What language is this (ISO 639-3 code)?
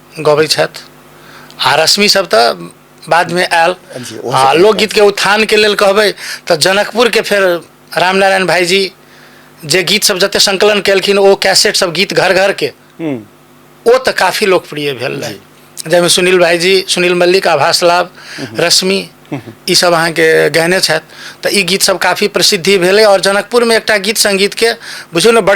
mai